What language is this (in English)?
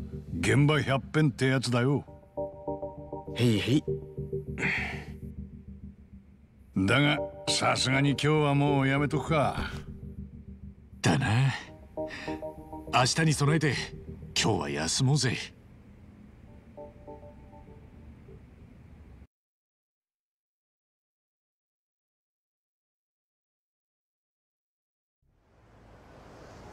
Japanese